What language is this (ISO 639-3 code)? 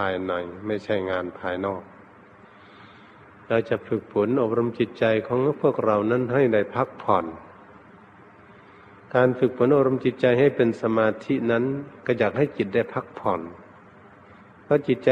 tha